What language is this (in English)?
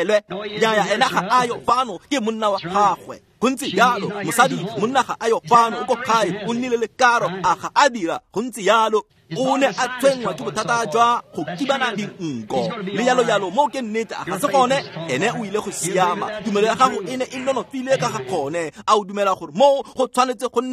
Tswana